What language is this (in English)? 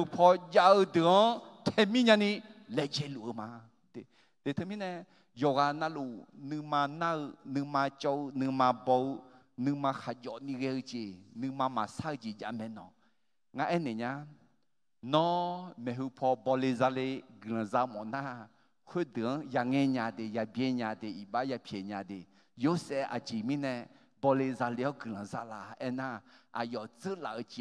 Akha